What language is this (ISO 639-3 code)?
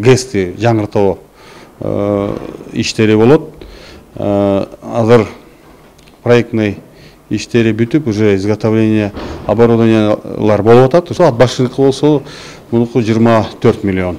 kir